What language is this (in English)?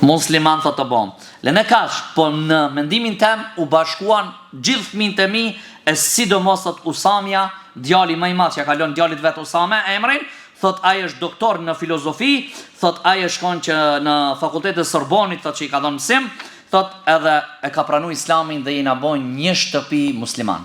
Albanian